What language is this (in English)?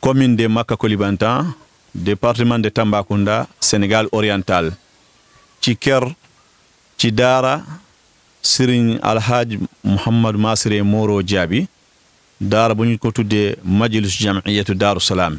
Wolof